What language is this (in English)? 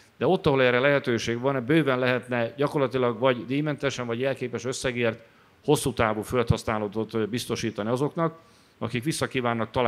Hungarian